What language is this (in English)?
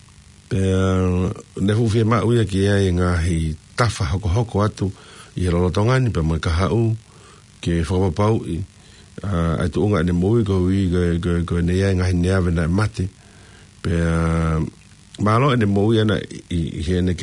Tongan